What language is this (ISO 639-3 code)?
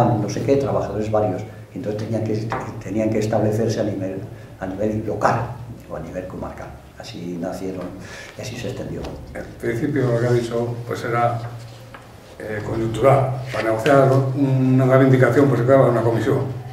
spa